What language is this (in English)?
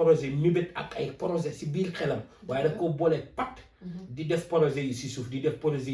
Wolof